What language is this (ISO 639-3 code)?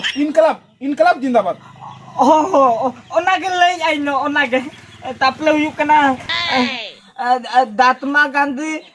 sat